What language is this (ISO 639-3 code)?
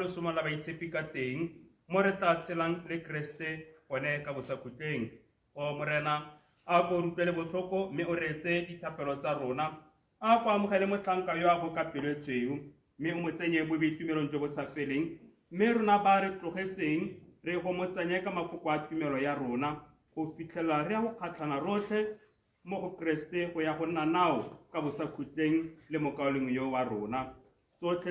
tsn